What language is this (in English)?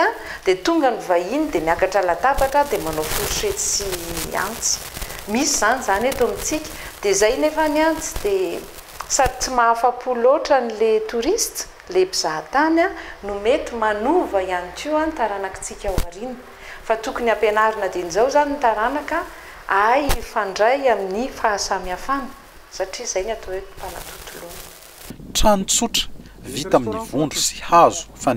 Malagasy